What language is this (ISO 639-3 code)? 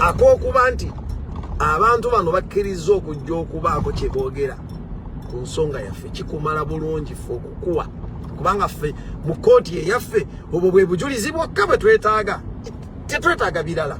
lug